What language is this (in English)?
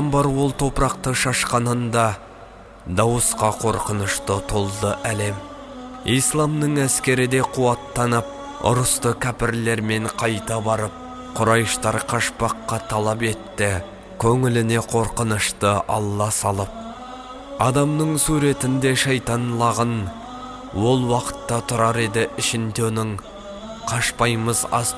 Kazakh